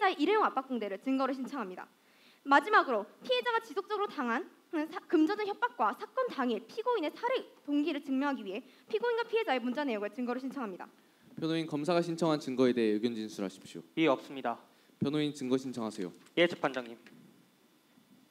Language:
Korean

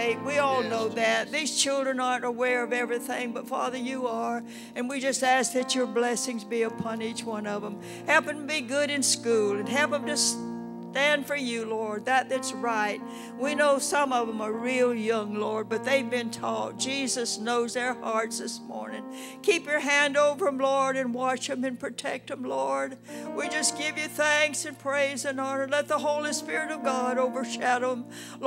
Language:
English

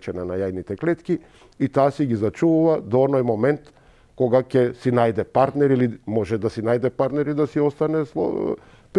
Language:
Macedonian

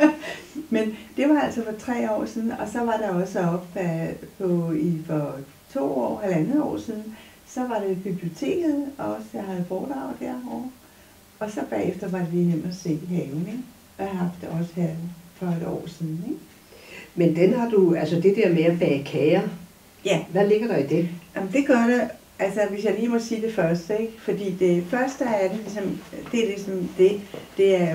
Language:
Danish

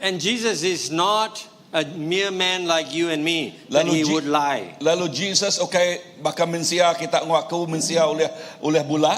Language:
Iban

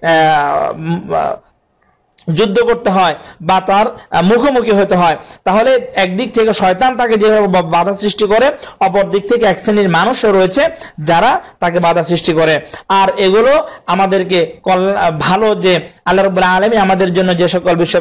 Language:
Bangla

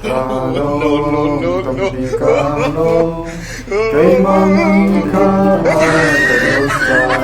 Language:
Hakha Chin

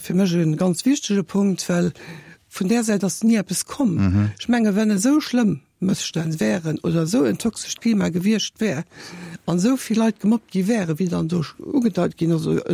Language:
Luxembourgish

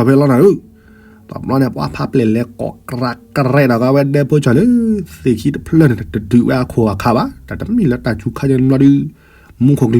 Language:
S'gaw Karen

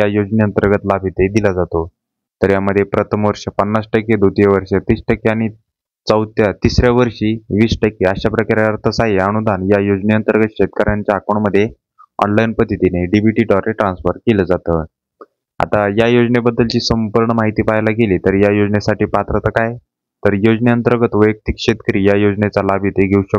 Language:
Marathi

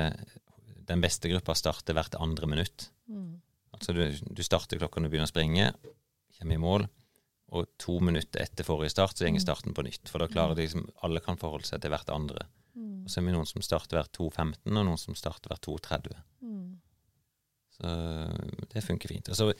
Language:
Norwegian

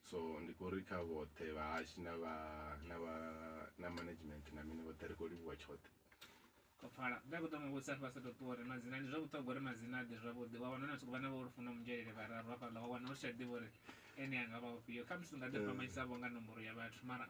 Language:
Venda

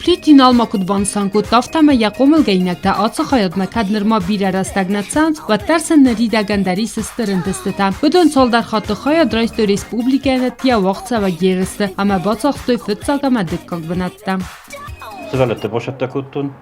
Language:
Ossetic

